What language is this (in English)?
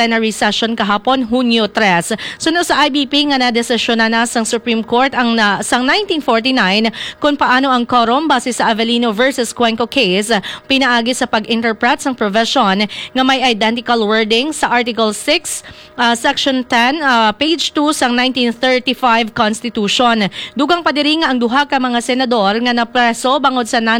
Hiligaynon